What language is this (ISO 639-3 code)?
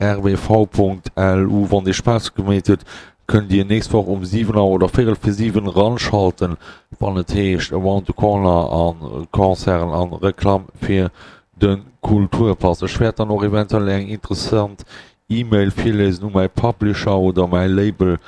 ltz